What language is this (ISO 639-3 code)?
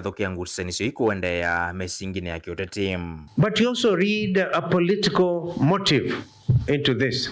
kam